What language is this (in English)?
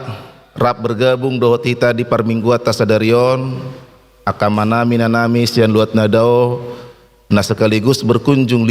Batak Toba